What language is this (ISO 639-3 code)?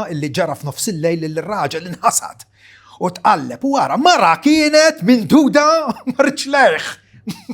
mlt